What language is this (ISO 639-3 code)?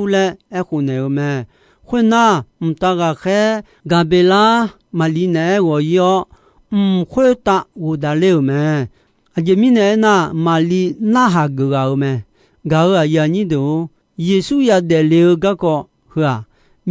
ahk